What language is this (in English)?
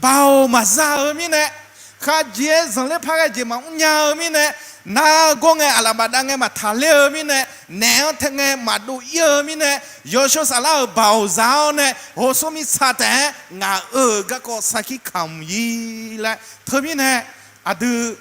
Akha